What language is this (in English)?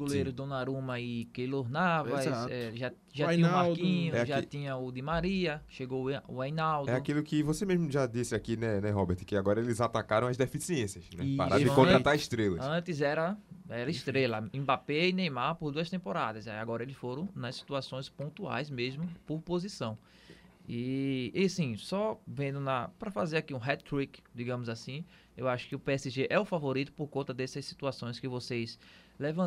Portuguese